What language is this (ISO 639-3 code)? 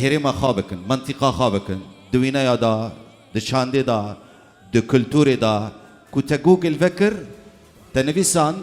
kur